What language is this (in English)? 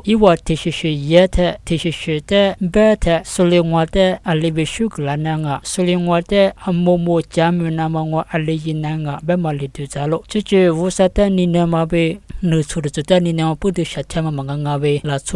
Lisu